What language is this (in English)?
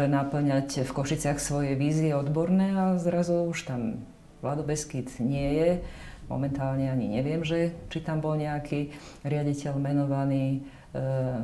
Slovak